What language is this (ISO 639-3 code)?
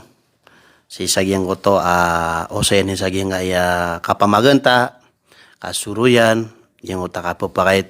mrw